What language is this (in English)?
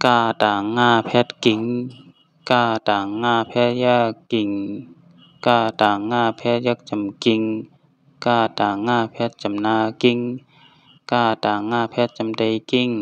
Shan